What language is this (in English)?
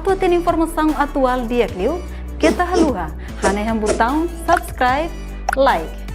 Tetum